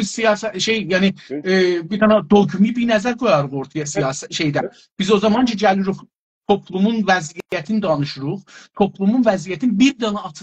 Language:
South Azerbaijani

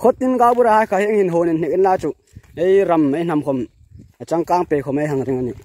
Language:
Hmar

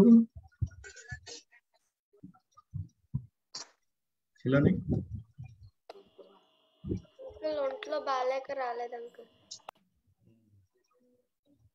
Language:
Telugu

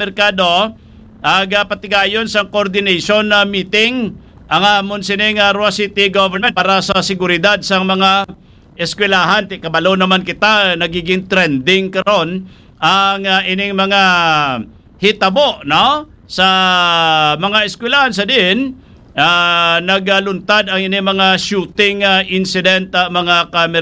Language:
Hiligaynon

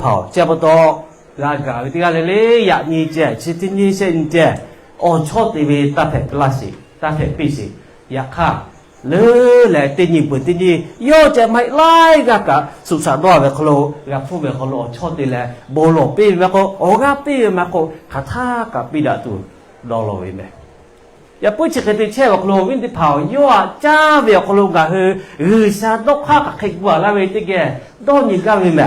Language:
Lahu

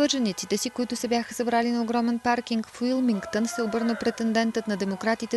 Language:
Bulgarian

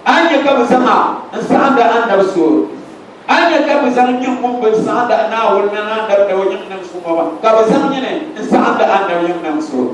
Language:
Dagbani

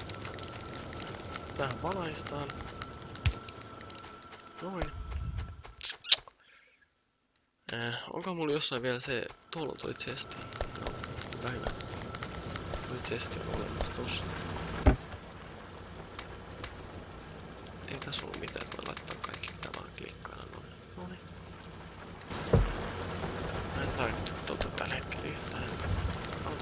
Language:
Finnish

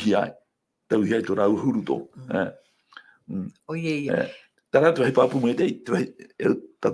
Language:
Tahitian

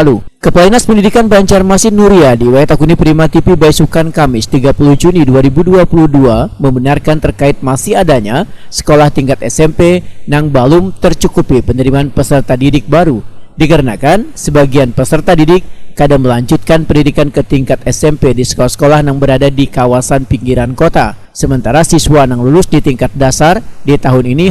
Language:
Banjar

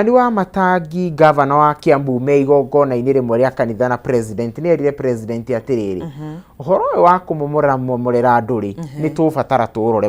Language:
Kikuyu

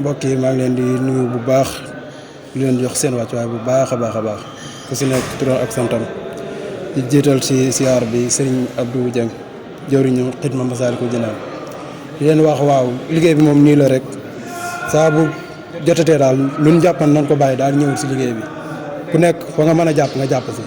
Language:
Wolof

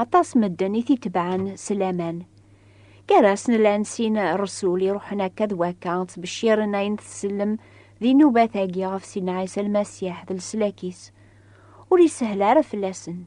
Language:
Kabyle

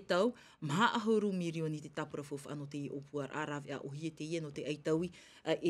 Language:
Tahitian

